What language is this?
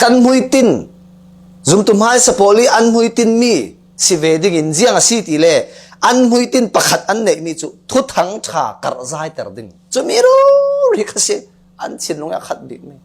Falam Chin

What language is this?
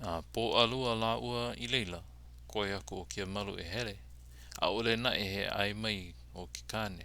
Hawaiian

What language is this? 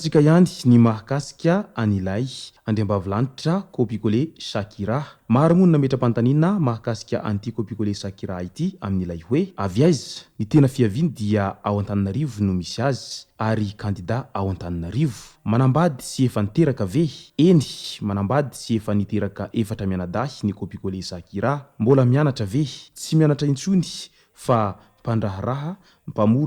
Malagasy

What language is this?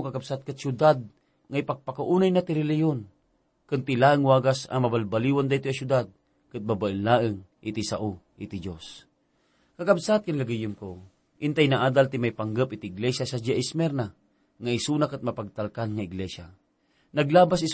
Iloko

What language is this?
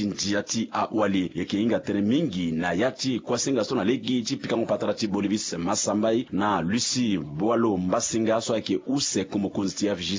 Sango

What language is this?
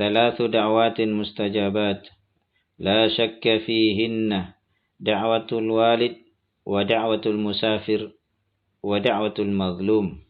Makasar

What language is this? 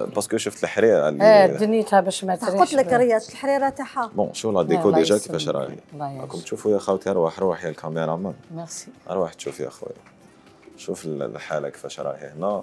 Algerian Arabic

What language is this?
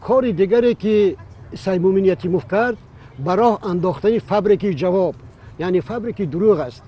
Tajik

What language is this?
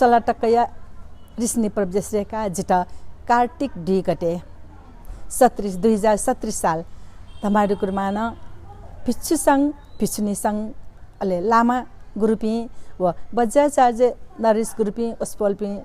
Newari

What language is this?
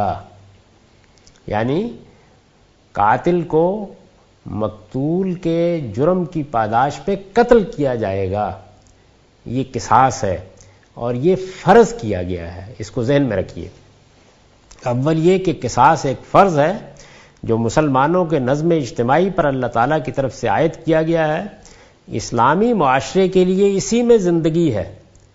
Urdu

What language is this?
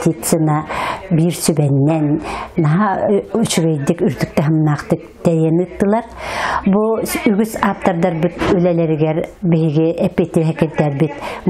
Yakut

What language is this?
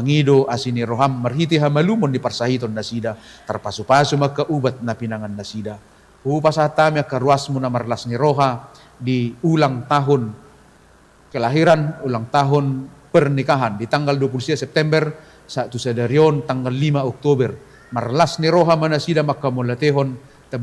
Batak Toba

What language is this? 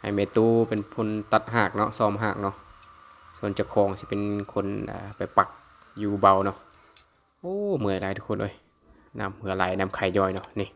Lao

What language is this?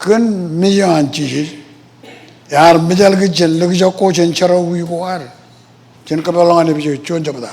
Marshallese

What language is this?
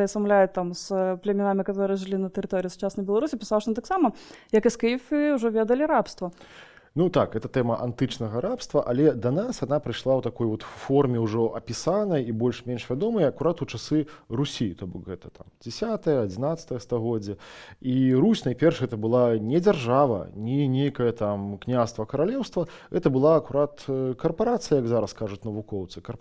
Belarusian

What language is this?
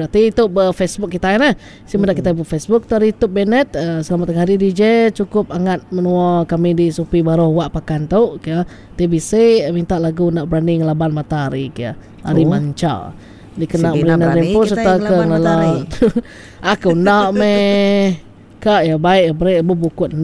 Iban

